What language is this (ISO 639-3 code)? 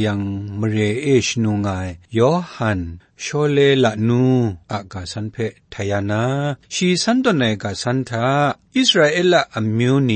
kac